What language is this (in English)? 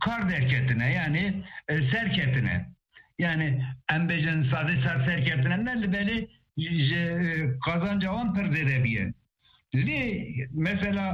Kurdish